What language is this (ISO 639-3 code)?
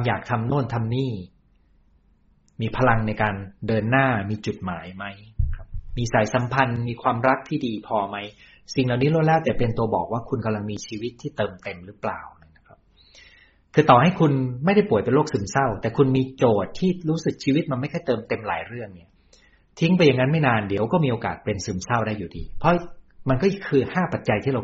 tha